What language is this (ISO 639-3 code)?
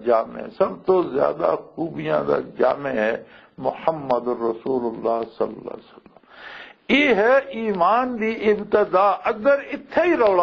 lah